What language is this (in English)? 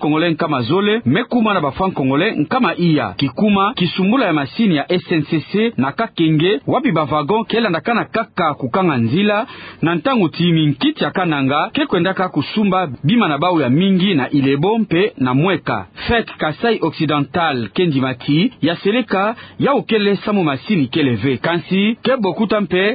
Kituba (Democratic Republic of Congo)